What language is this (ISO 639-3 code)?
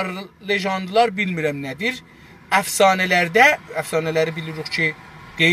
azb